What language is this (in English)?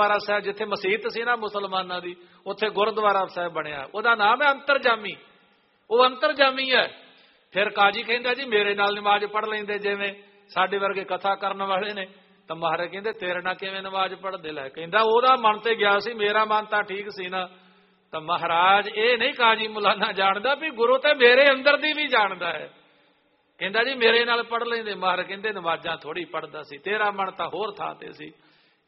Punjabi